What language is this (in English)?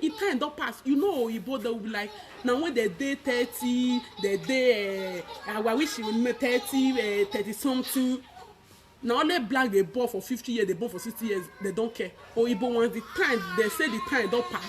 Nigerian Pidgin